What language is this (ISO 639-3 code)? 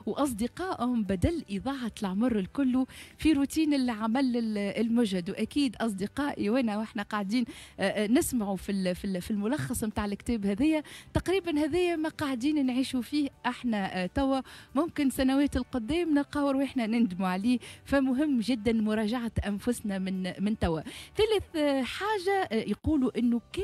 aeb